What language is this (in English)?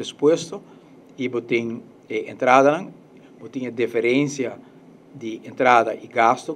Papiamento